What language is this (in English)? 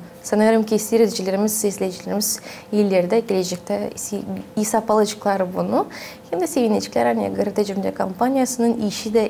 Gagauz